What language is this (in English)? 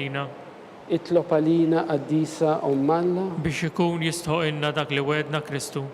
Maltese